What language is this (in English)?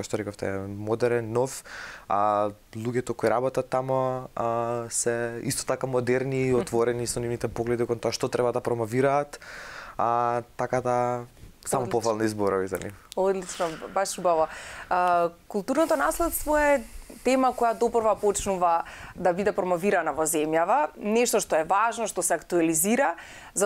Macedonian